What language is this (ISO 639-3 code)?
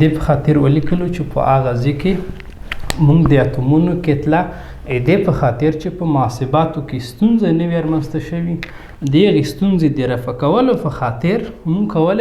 pus